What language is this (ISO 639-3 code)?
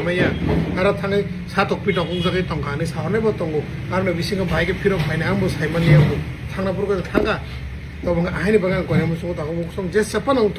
trp